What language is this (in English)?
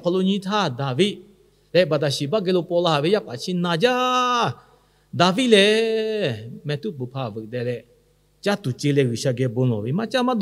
Lahu